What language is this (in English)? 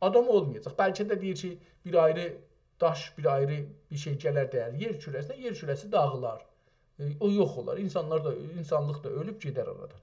South Azerbaijani